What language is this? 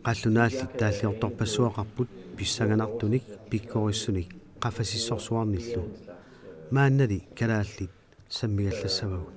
Kalaallisut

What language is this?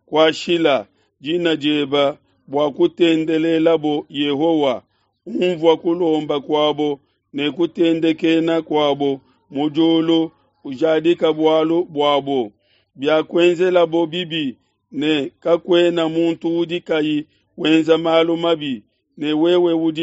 Luba-Lulua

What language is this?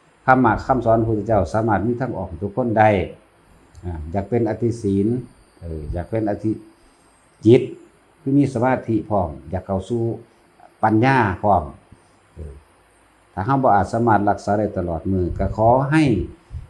Northeastern Thai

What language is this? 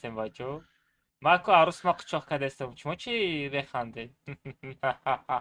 Tajik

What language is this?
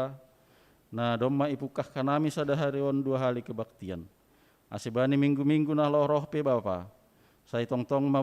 Batak Simalungun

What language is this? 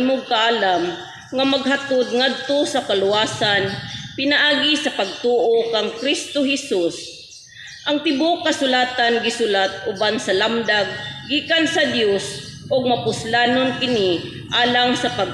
Cebuano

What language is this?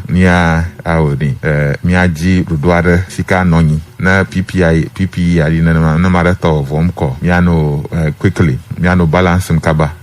Ewe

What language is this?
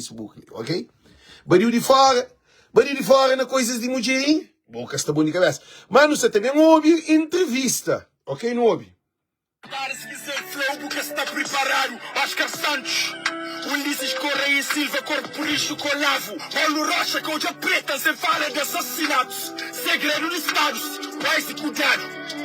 Kabuverdianu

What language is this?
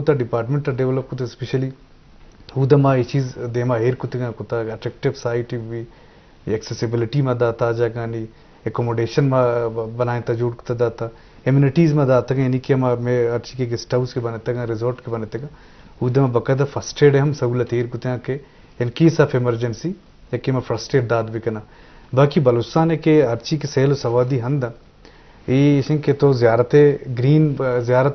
Eastern Balochi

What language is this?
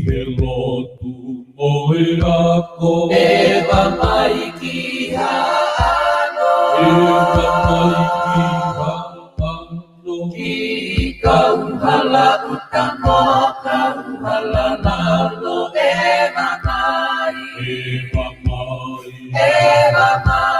Tongan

